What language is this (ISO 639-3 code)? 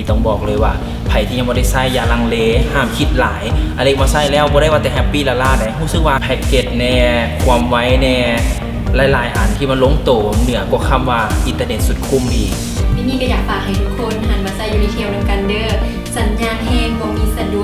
lao